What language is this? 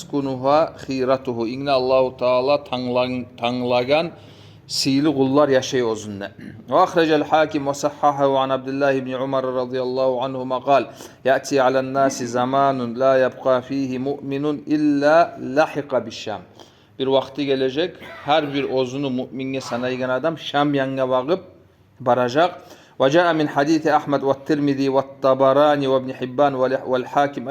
Kumyk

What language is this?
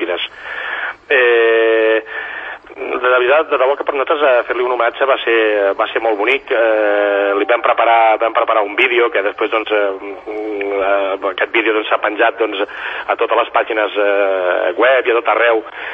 Catalan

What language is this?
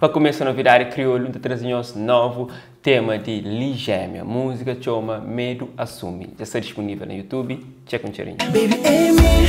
Kabuverdianu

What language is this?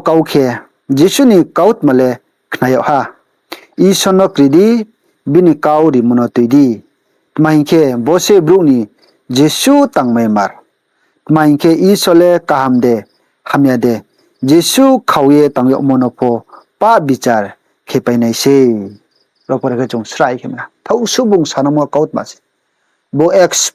Riang (India)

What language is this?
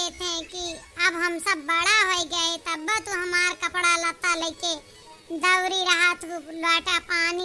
Awadhi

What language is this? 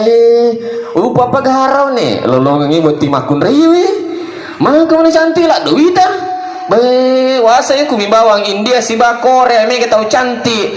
Buginese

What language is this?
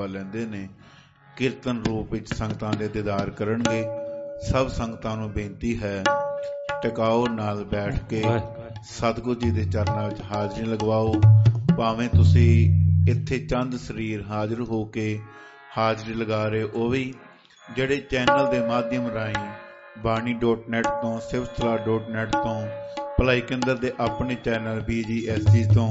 Punjabi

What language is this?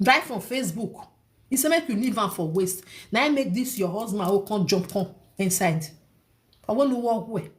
Nigerian Pidgin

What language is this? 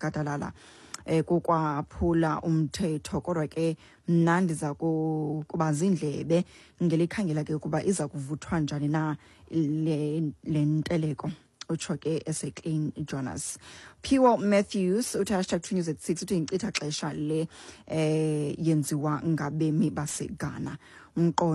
Xhosa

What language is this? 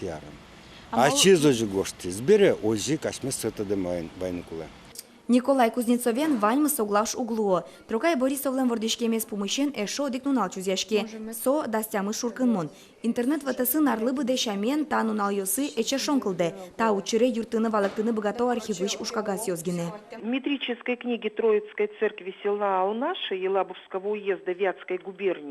Udmurt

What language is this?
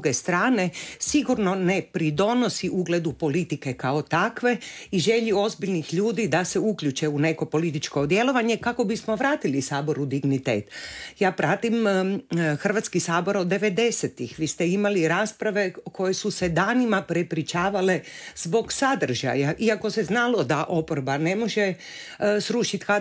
Croatian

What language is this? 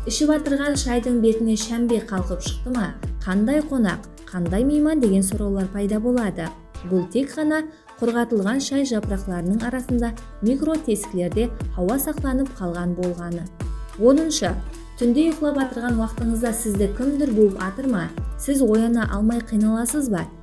Kara-Kalpak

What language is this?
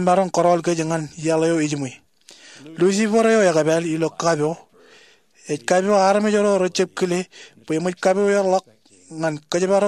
Marshallese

